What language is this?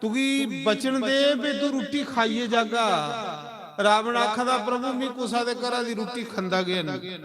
Dogri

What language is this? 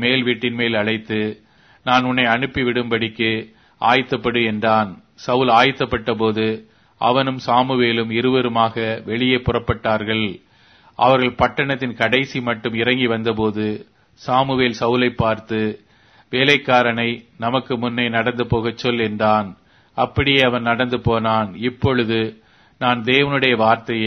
Tamil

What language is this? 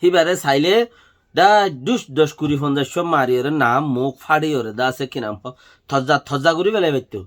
Rohingya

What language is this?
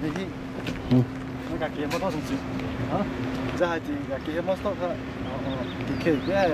Hakha Chin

